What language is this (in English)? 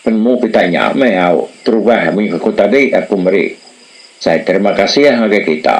Iban